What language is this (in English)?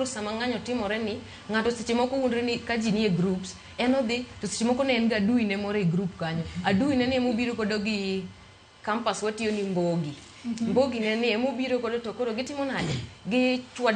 Luo (Kenya and Tanzania)